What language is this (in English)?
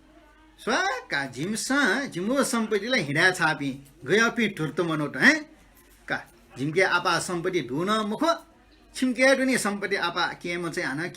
Newari